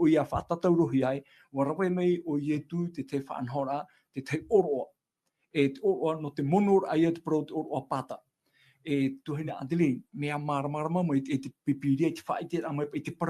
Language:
Tahitian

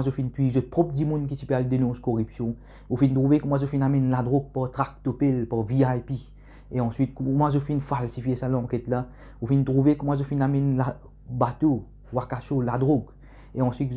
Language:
Morisyen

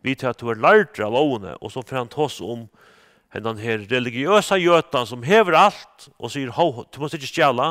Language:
Faroese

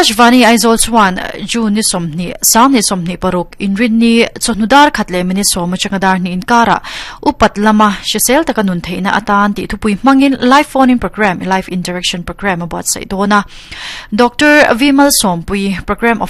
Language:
Mizo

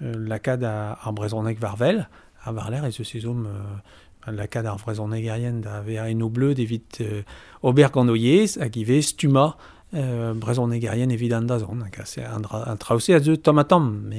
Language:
Breton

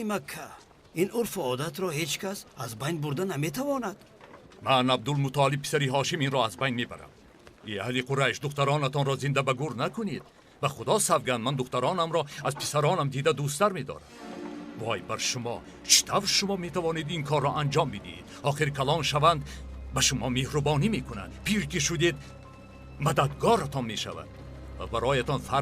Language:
Tajik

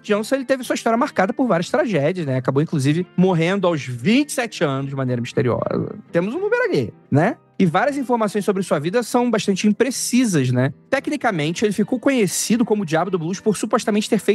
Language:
Portuguese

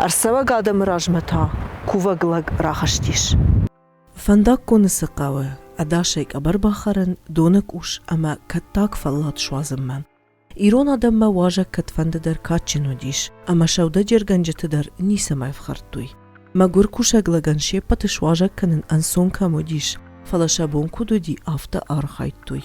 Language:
Ossetic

